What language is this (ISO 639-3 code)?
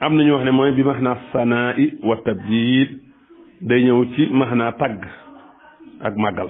wol